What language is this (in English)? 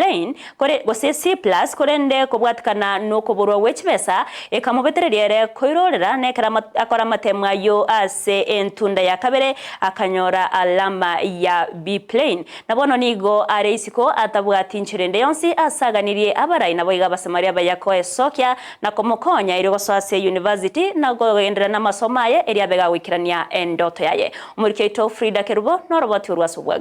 Gusii